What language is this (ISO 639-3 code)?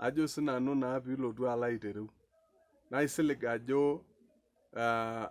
mas